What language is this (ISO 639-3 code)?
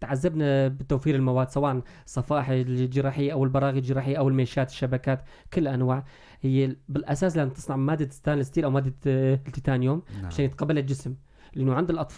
apc